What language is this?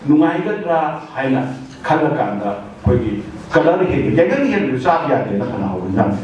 Manipuri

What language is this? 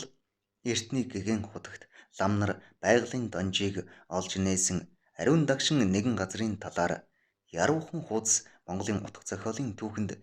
Mongolian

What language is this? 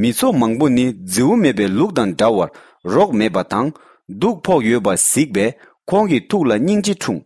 Tibetan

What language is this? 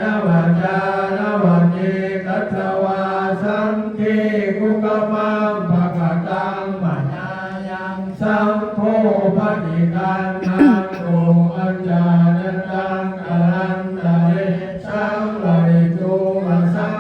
Pali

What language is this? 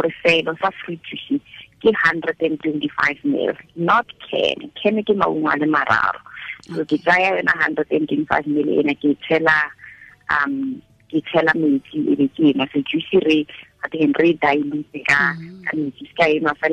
Tswana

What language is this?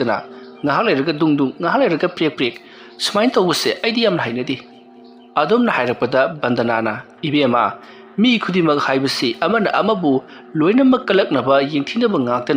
Manipuri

